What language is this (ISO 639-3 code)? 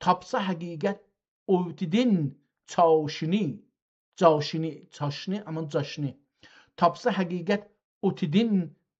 azb